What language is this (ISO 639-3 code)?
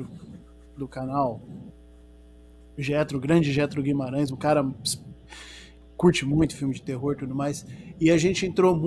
por